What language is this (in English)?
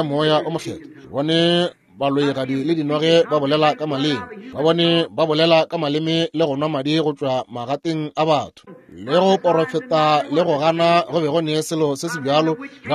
Northern Sotho